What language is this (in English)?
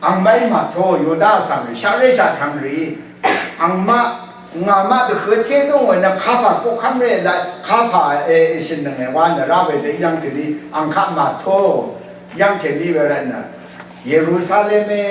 Rawang